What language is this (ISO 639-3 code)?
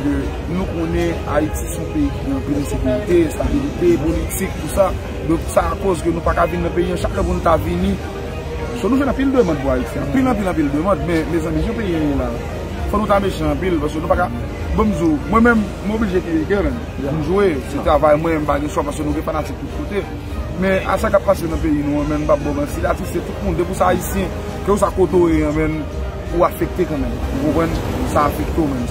hat